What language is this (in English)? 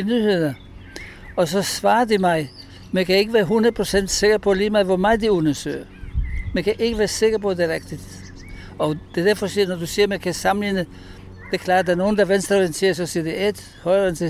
Danish